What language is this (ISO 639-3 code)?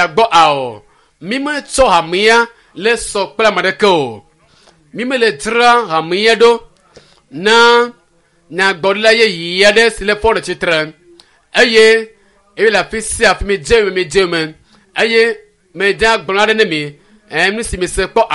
ewe